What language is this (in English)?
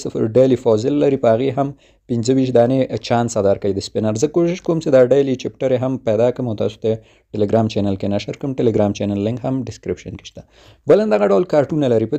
Pashto